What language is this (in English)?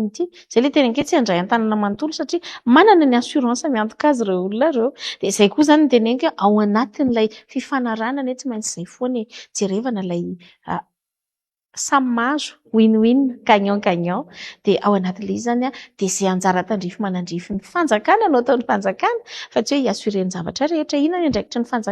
Malagasy